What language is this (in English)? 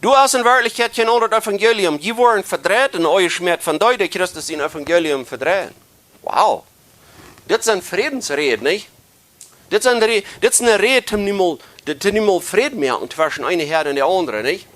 Plautdietsch